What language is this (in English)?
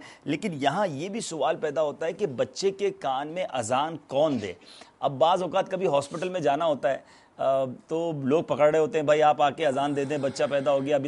Urdu